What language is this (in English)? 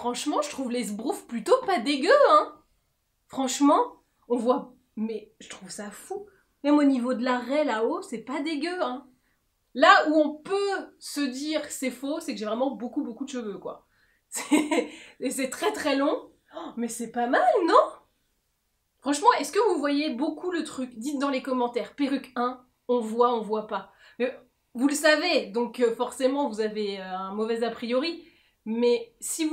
French